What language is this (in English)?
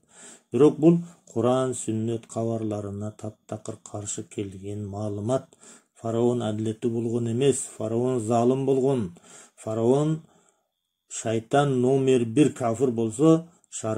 Kyrgyz